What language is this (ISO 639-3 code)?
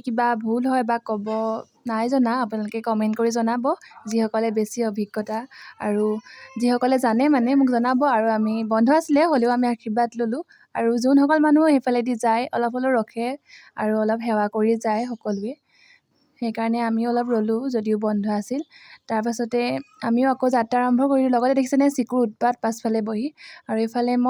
asm